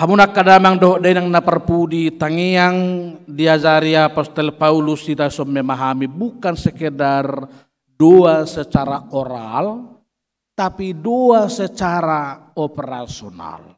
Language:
Batak Toba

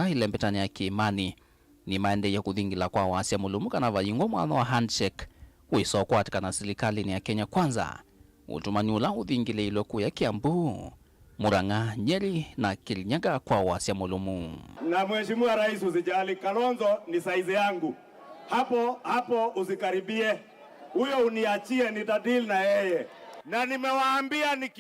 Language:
Kamba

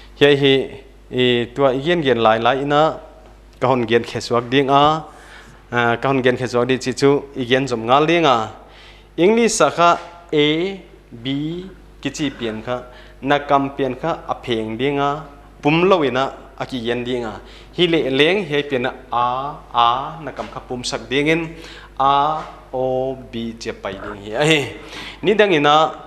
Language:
Paite Chin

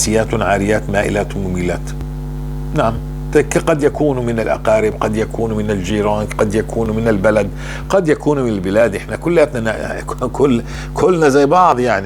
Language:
North Levantine Arabic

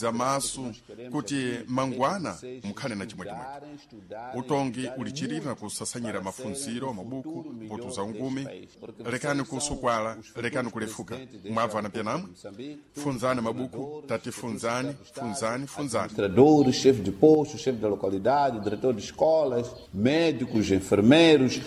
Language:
Sena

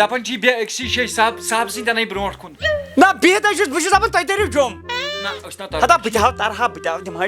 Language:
Kashmiri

